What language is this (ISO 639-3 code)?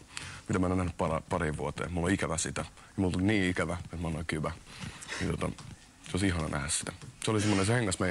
fin